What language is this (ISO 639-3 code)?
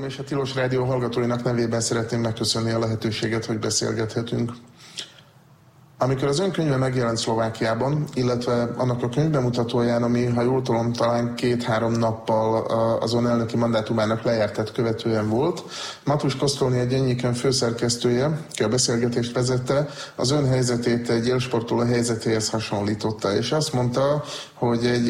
hun